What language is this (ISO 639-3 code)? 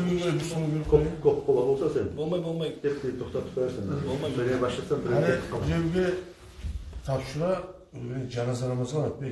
kum